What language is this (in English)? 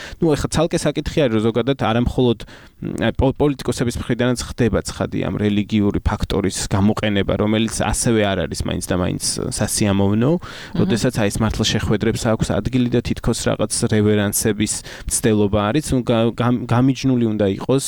Georgian